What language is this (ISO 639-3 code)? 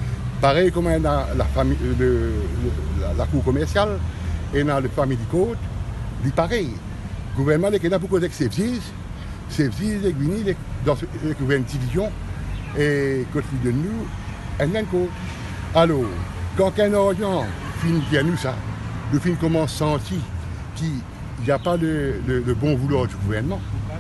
mfe